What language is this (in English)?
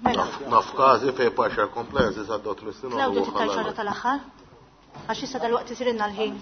Maltese